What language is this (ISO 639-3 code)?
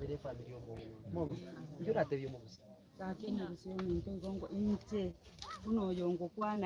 guz